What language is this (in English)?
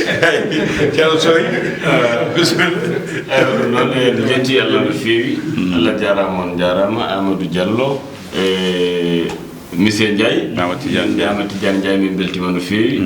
Fula